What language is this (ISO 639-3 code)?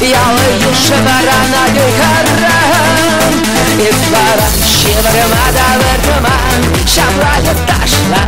chv